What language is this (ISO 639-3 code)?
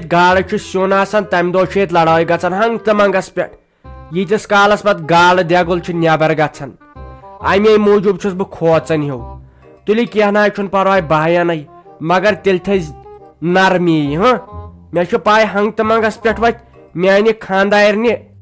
kas